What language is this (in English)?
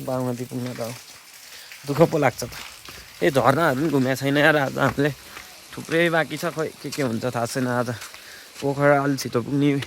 Nepali